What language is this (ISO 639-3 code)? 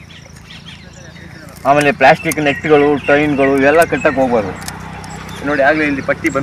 kan